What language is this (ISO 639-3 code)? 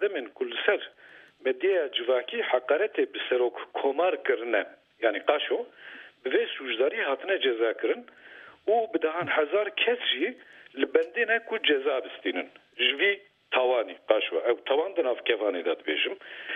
kur